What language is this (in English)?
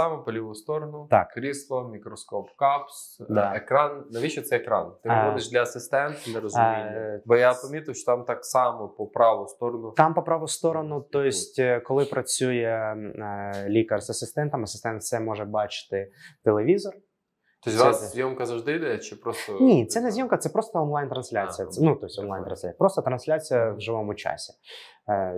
Ukrainian